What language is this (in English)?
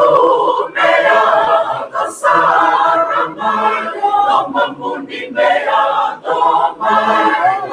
Fijian